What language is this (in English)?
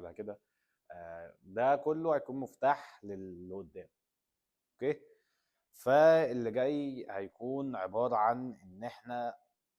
Egyptian Arabic